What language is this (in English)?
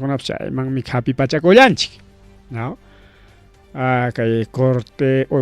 Ayacucho Quechua